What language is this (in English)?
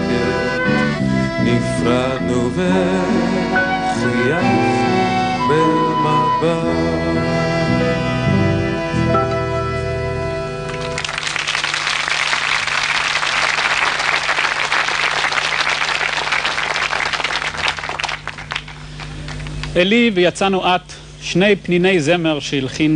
Hebrew